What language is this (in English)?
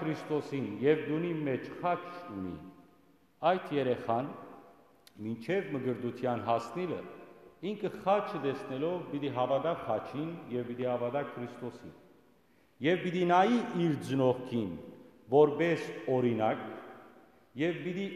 Western Armenian